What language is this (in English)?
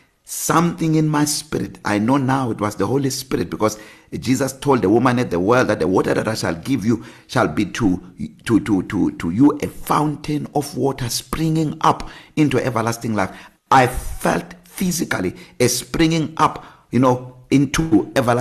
English